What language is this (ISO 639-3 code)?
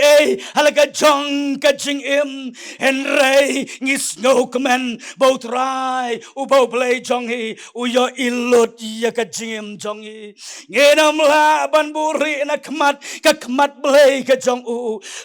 kha